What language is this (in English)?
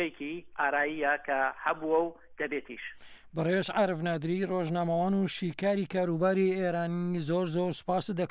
Central Kurdish